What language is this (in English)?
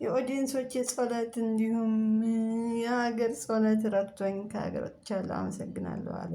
Amharic